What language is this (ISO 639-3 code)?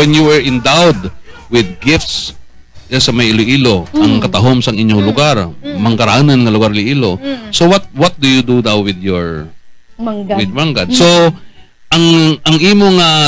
hil